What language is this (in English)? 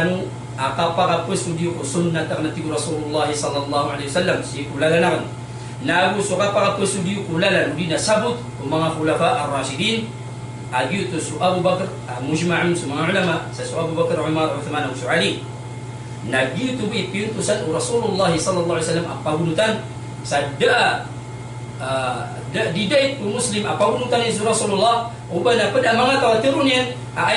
Maranao